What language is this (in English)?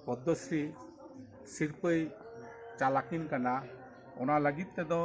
Santali